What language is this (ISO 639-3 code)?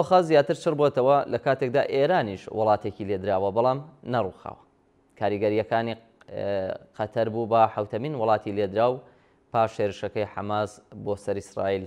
ckb